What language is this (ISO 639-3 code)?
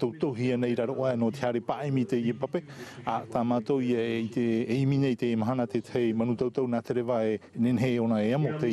tah